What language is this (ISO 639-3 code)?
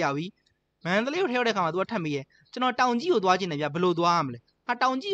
mya